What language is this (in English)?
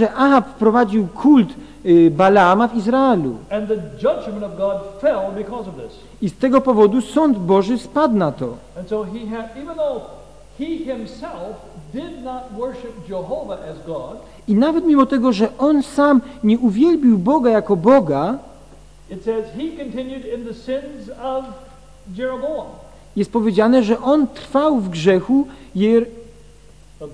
Polish